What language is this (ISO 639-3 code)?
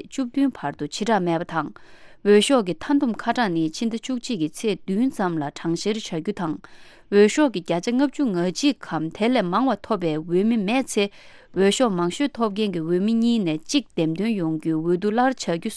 bod